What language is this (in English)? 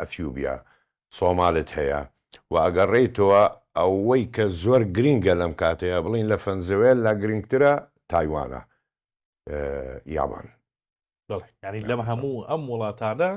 Central Kurdish